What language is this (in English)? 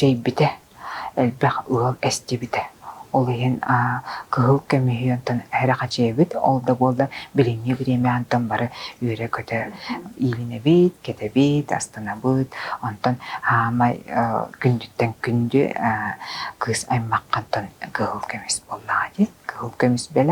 Yakut